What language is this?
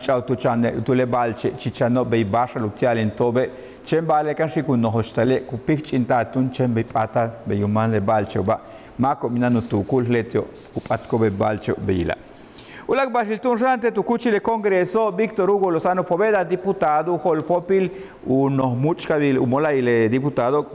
Yucateco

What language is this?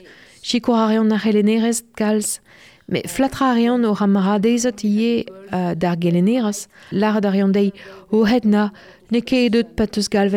Breton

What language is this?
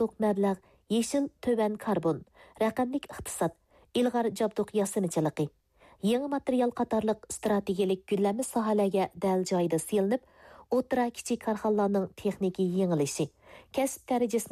Uyghur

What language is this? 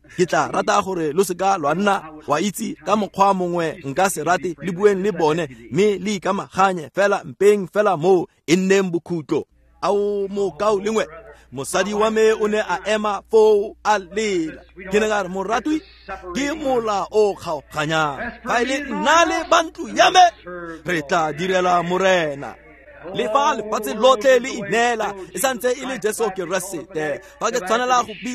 Tswana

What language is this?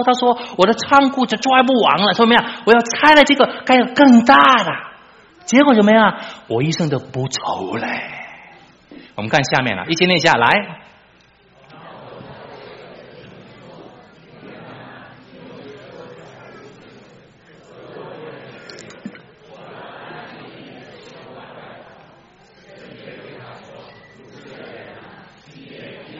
Chinese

